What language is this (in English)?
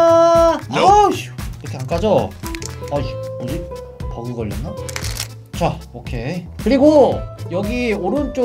Korean